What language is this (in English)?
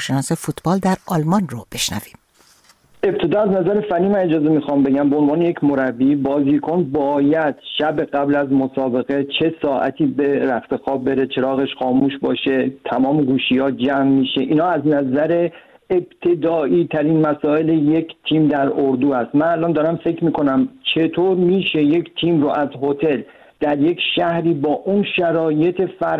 Persian